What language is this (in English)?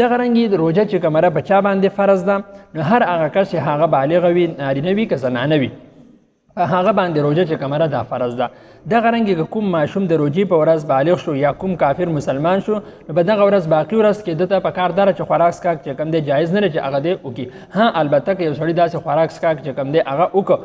Pashto